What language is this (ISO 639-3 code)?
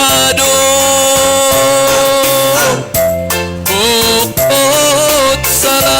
bts